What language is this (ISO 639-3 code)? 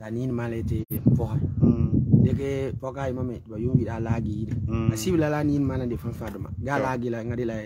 gur